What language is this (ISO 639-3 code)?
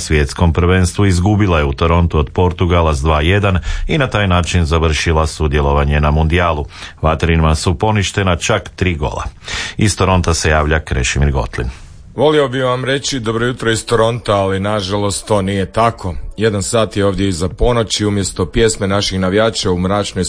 hrv